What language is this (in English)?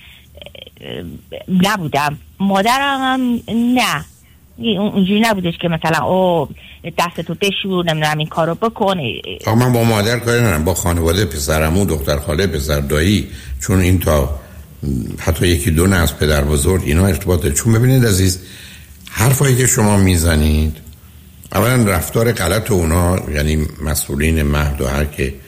Persian